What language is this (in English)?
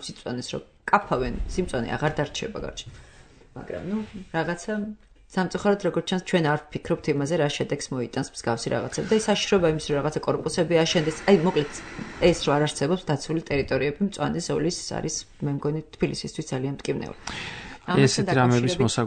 Georgian